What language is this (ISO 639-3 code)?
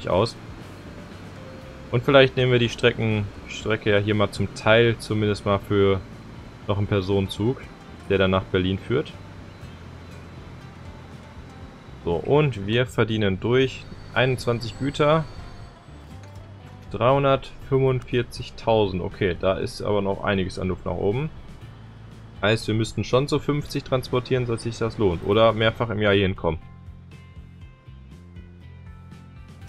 deu